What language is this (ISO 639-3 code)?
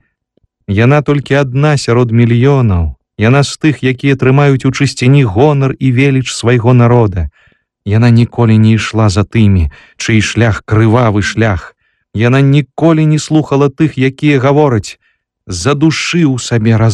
bel